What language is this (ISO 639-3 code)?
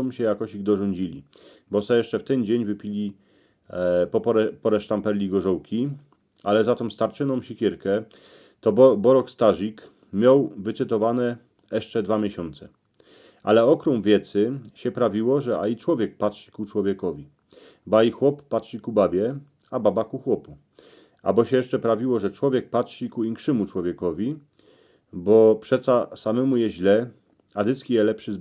szl